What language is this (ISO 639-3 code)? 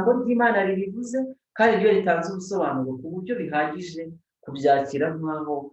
kin